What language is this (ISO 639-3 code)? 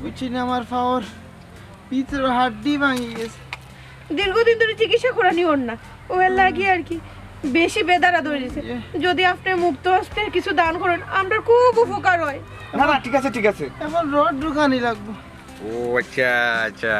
syl